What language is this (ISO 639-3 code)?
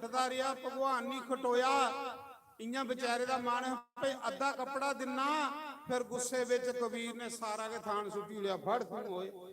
doi